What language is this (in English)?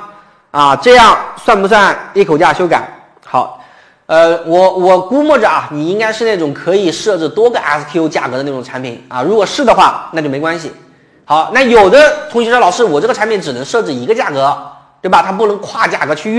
Chinese